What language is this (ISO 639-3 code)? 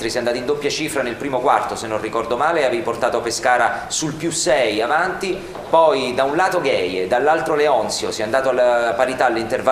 ita